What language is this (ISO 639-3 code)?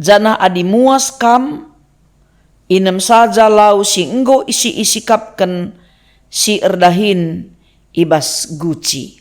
btx